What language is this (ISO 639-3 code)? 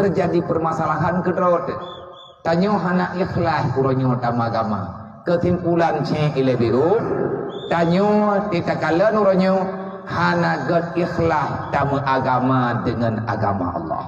ace